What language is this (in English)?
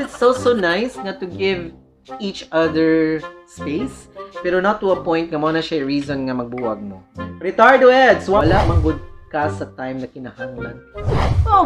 Cebuano